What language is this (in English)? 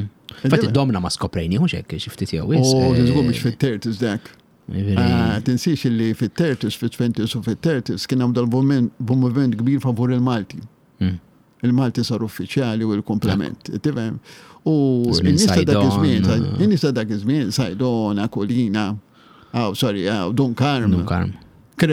Maltese